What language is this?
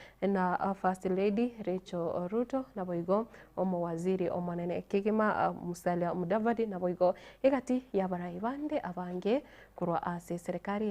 Gusii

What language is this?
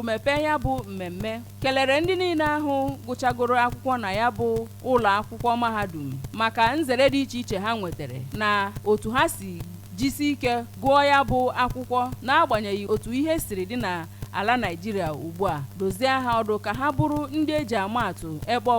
Igbo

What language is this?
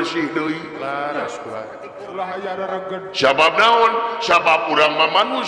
Sundanese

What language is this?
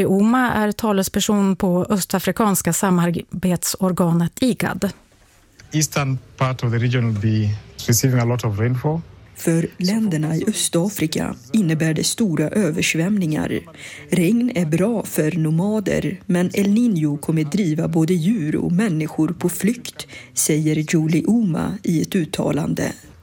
Swedish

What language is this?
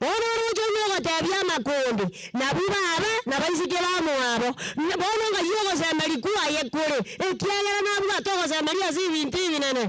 Gusii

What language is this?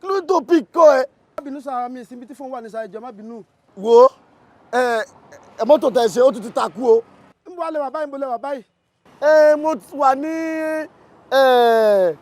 Yoruba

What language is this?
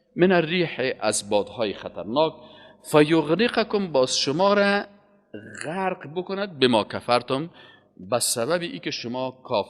Persian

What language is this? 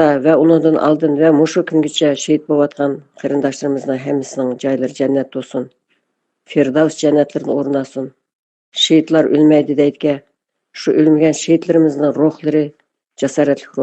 Uyghur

